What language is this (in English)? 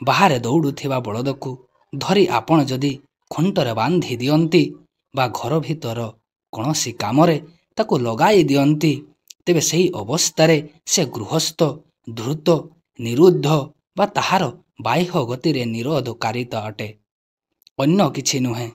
Odia